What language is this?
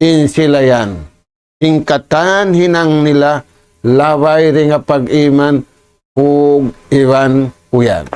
Tausug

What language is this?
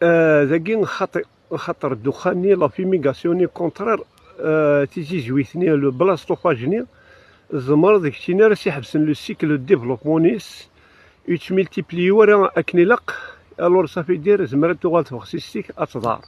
Kabyle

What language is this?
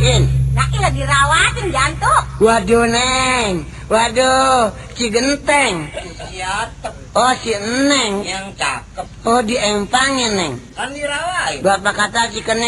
Betawi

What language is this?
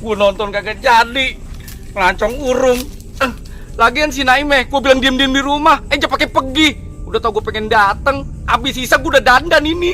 Betawi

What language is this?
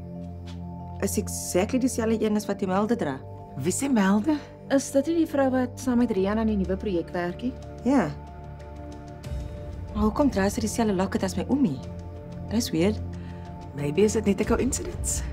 Afrikaans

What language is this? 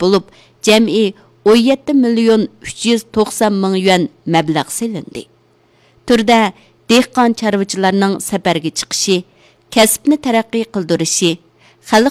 Uyghur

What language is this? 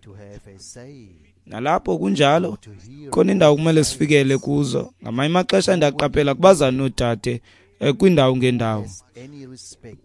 Xhosa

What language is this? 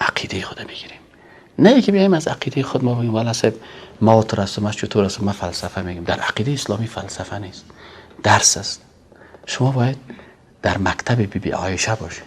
Persian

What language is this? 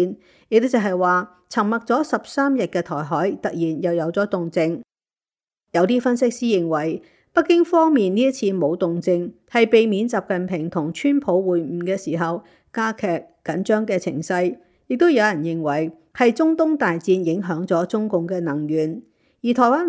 Cantonese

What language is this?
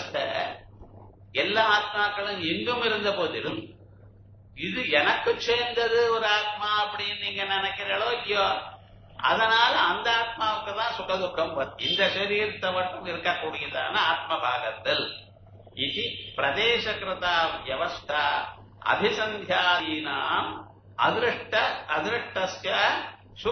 Tamil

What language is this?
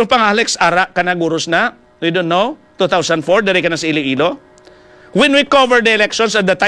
Hiligaynon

